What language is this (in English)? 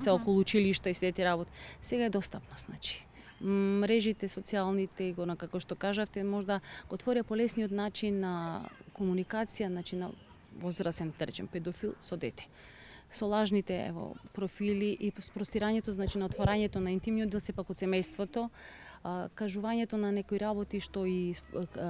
Macedonian